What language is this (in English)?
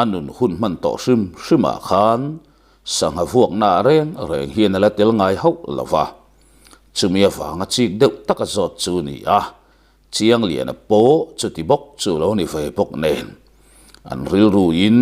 Mizo